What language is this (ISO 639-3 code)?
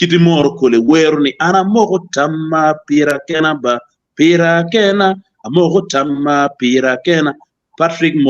ach